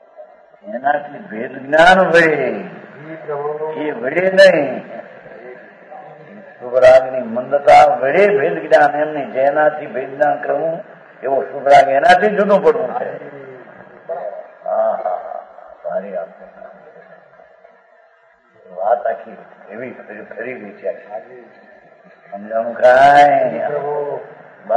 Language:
Gujarati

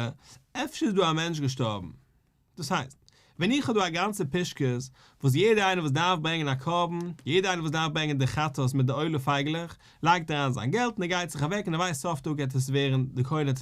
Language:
Yiddish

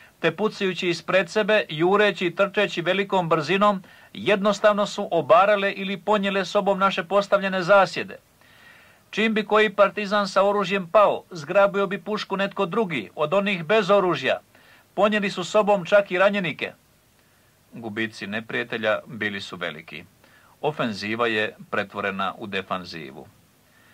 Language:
Croatian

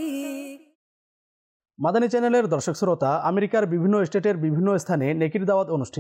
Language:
Bangla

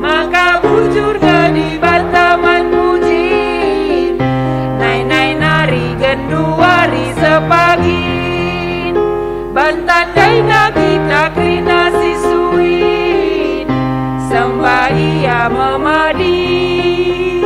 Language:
Batak Karo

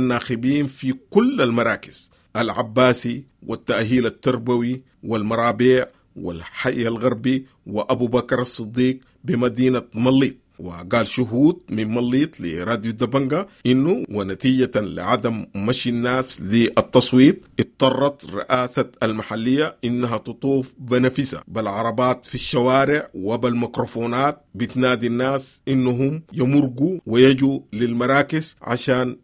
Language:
Sudanese Arabic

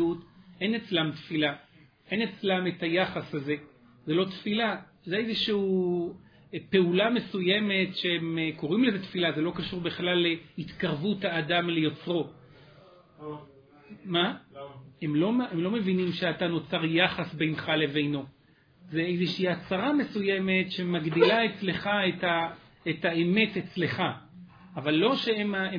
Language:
Hebrew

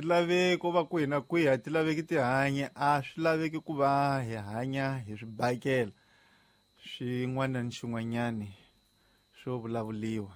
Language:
Tsonga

